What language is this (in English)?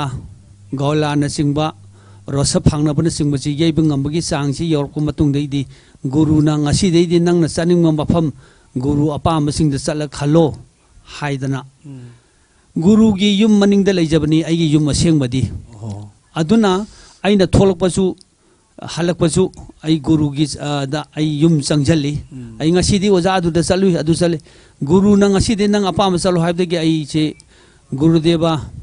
Manipuri